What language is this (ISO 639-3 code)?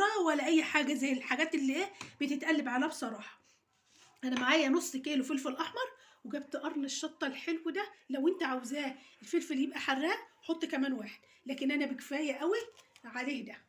arz